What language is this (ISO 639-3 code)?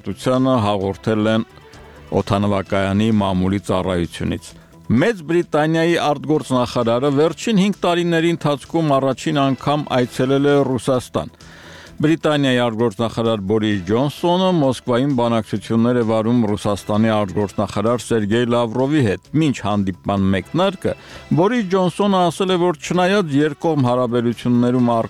hye